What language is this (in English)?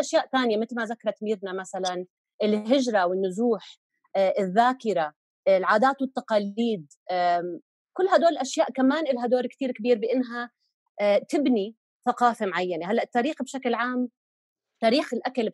North Levantine Arabic